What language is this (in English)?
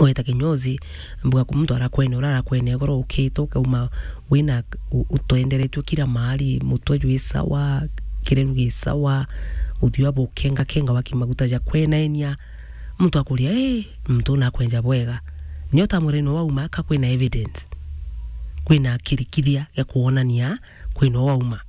Meru